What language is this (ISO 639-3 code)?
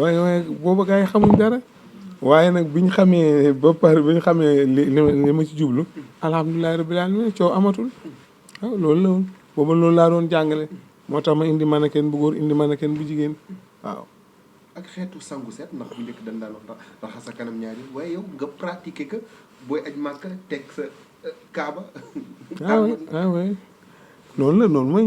wol